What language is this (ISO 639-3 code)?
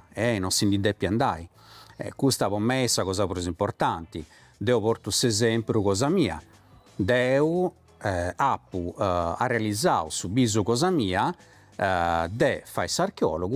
srd